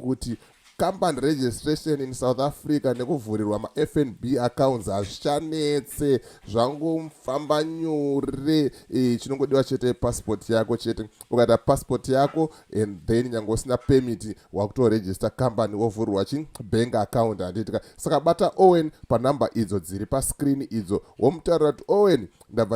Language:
Shona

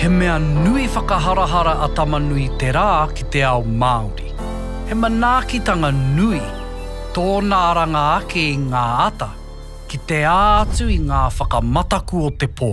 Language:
Māori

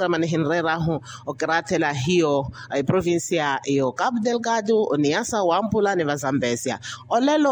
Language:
Makhuwa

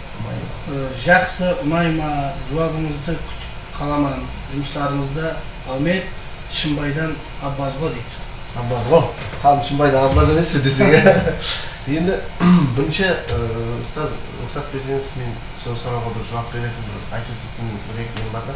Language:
Kara-Kalpak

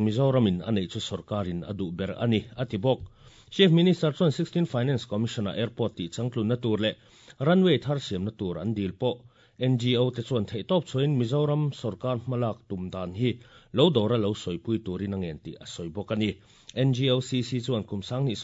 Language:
Mizo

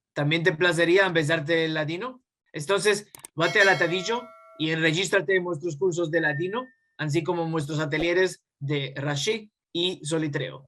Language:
Ladino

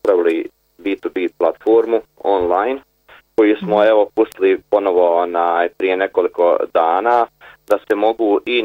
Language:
Bosnian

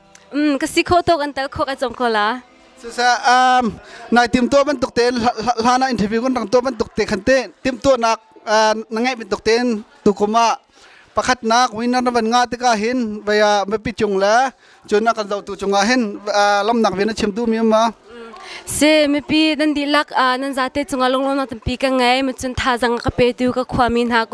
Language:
Hakha Chin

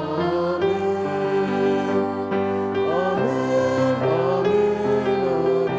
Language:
Bikol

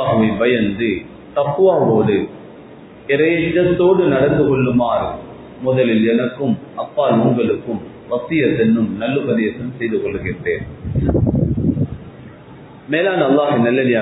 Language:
Tamil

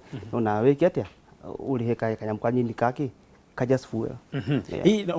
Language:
Kikuyu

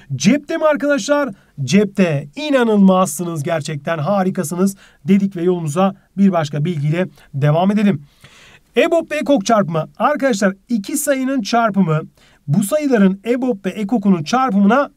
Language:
Turkish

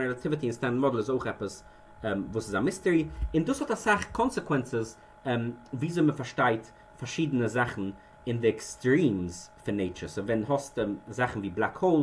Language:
Yiddish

